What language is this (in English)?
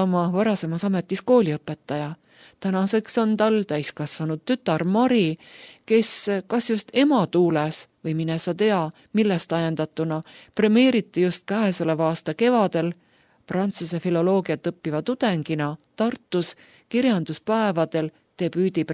Estonian